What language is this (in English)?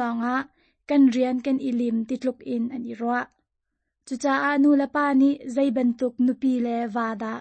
Hakha Chin